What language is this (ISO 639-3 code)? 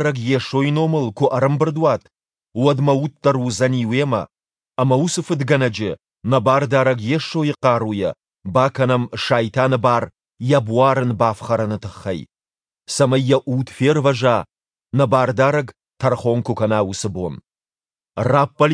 oss